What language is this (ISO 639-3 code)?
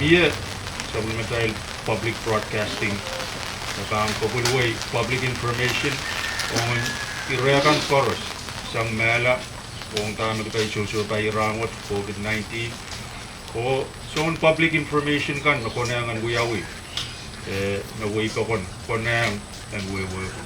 pon